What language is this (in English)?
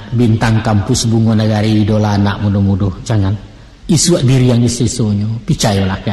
Minangkabau